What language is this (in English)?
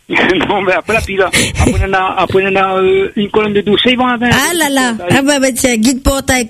French